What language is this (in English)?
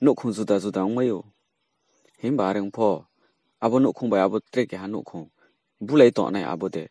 Riang (India)